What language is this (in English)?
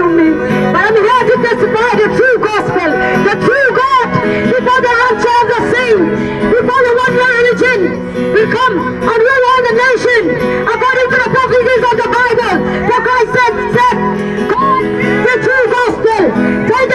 Khasi